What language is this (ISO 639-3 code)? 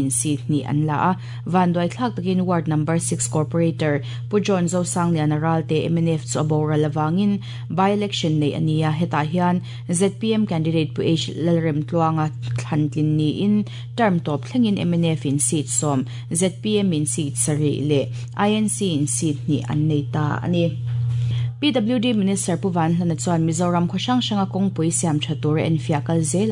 lus